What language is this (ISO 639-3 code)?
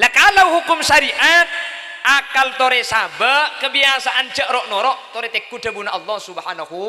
mad